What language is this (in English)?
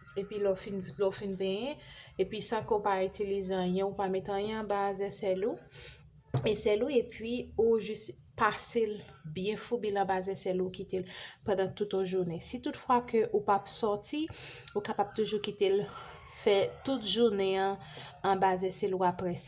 Haitian Creole